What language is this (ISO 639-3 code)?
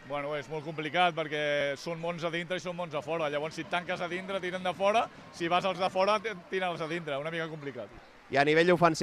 cat